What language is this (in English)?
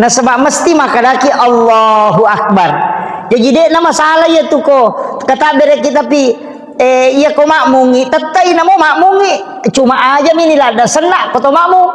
Buginese